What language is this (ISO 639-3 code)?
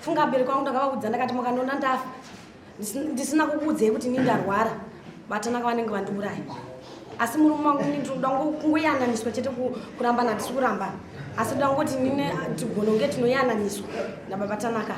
sna